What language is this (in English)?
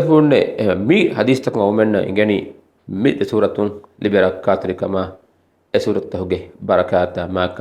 Divehi